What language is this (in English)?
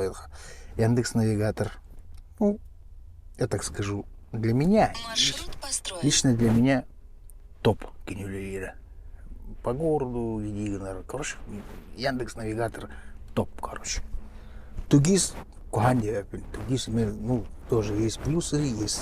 Yakut